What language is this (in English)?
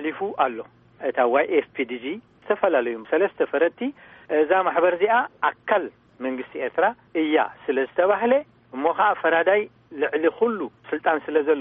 Tigrinya